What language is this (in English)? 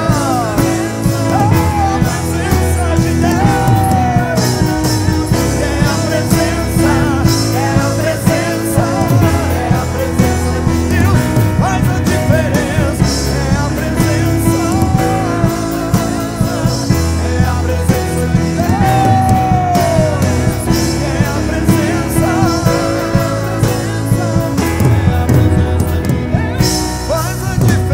Portuguese